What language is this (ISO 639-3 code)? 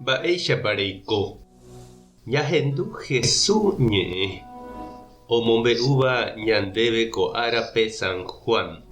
grn